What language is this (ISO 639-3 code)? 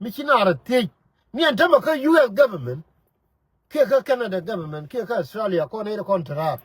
nus